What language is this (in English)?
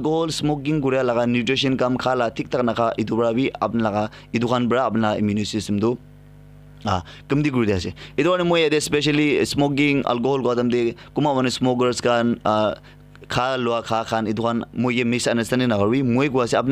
Naga Pidgin